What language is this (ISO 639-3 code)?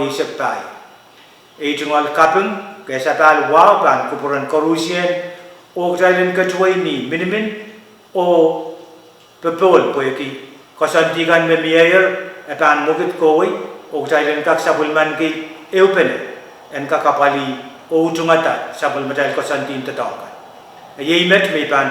pon